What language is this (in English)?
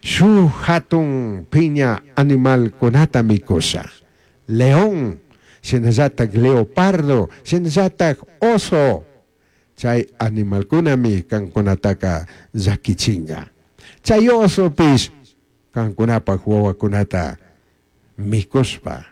Chimborazo Highland Quichua